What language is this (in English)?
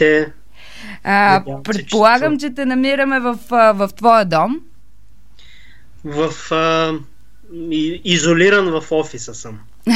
Bulgarian